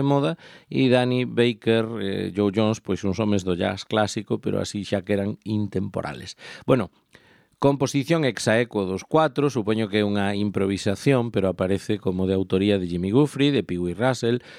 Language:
Galician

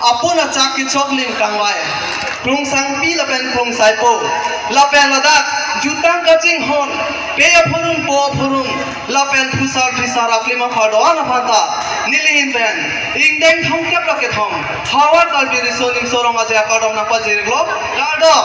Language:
Karbi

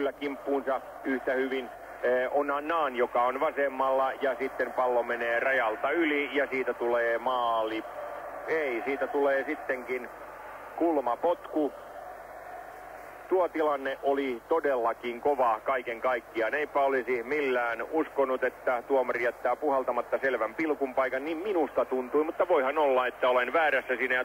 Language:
Finnish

